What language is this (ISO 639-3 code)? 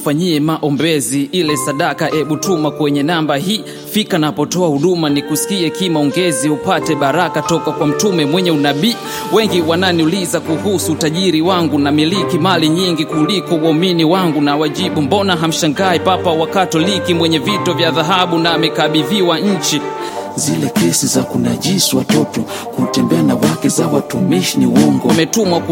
swa